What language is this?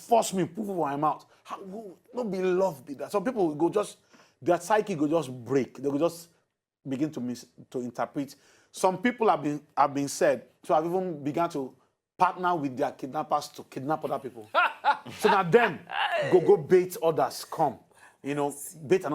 Nigerian Pidgin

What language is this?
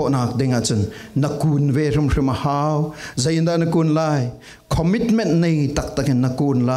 Falam Chin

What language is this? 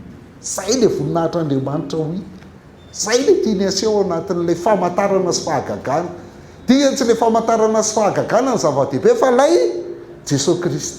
Malagasy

